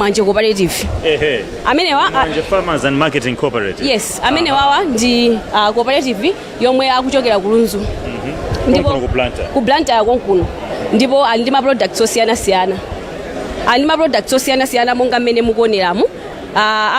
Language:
Nyanja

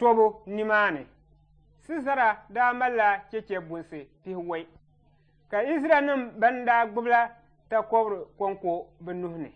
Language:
Dagbani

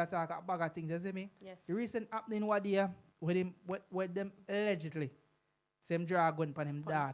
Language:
Jamaican Creole English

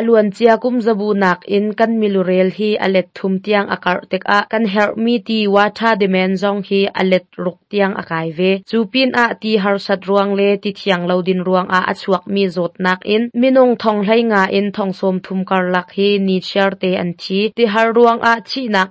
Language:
Hakha Chin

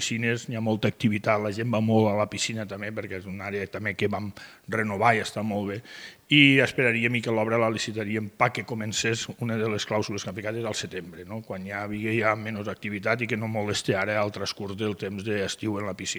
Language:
Catalan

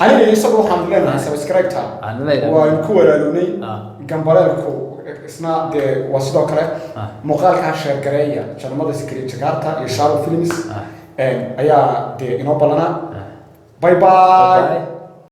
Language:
Somali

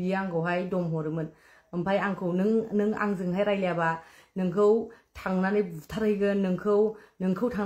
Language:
Bodo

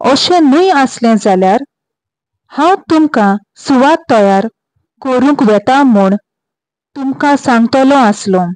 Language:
Konkani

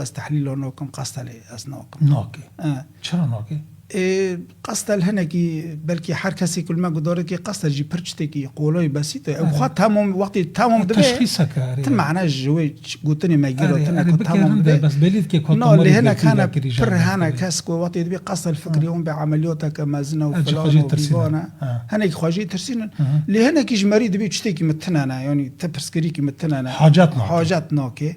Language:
Kurdish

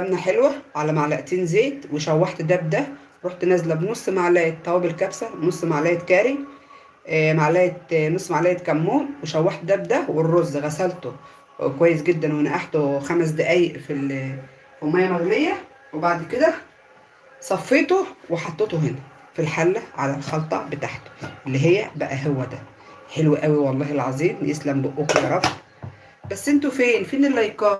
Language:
Egyptian Arabic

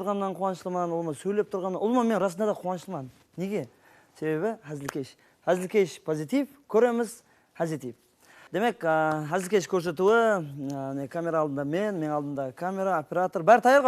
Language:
Kara-Kalpak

